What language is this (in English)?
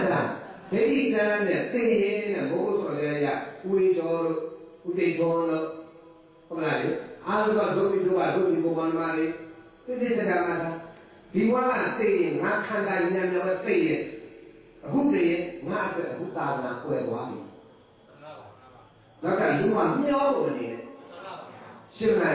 Burmese